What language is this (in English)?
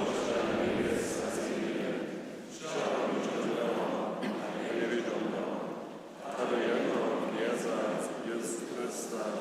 Upper Sorbian